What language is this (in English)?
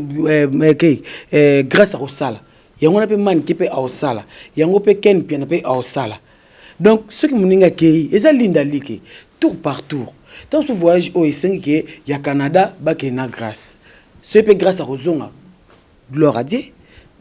Lingala